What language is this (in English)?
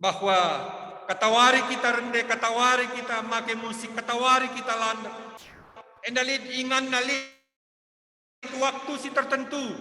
Batak Karo